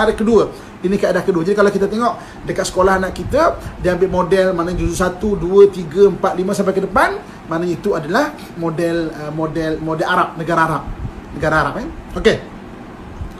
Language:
Malay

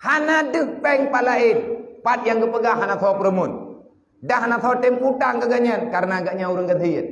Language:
Achinese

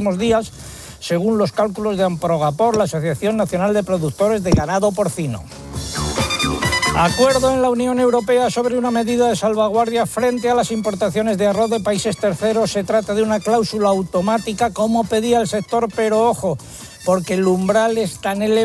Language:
Spanish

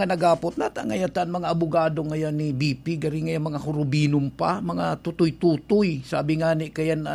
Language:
Bikol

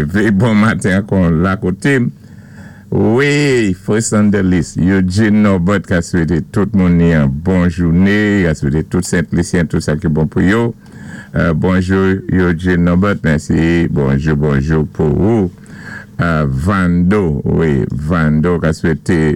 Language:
Saint Lucian Creole French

